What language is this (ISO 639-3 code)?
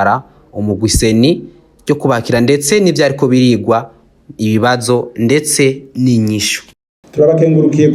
run